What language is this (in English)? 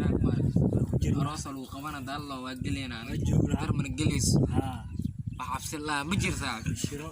Somali